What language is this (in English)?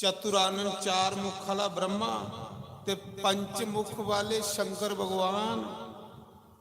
Dogri